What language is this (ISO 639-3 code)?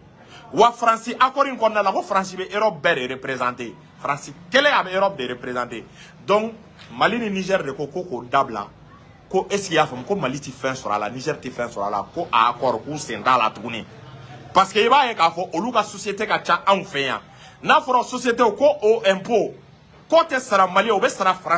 bam